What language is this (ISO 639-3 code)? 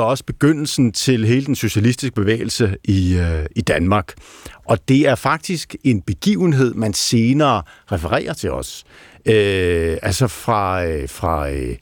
dan